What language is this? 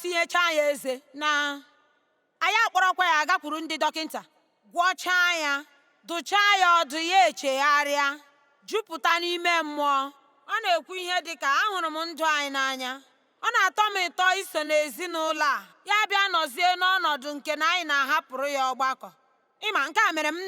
Igbo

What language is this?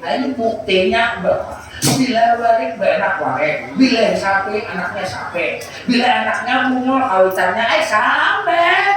Banjar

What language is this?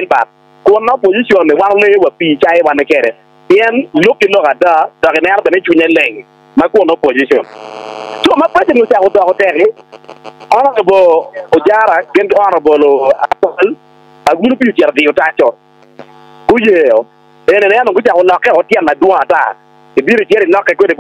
Acoli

